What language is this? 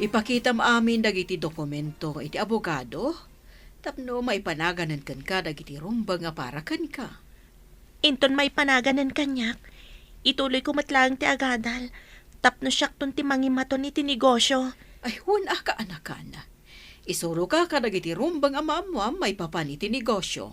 Iloko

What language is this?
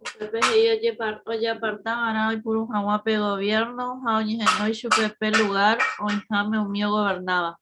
Guarani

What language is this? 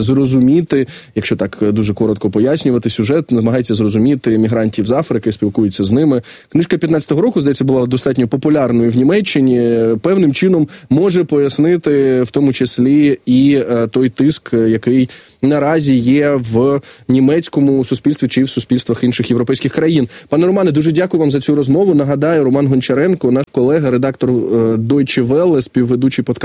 Ukrainian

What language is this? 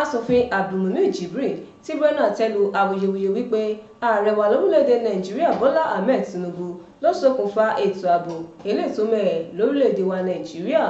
Yoruba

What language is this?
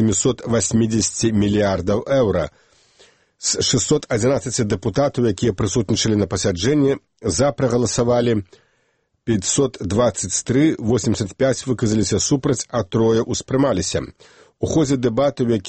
Belarusian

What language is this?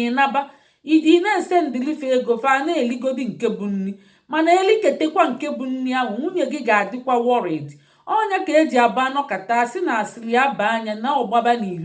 Igbo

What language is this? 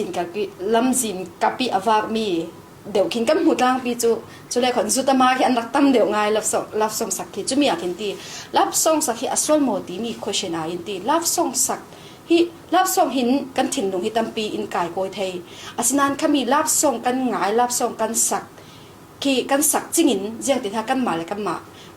Falam Chin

